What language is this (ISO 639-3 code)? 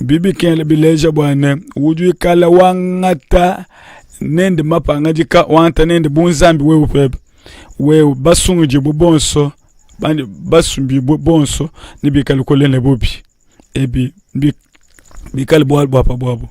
lua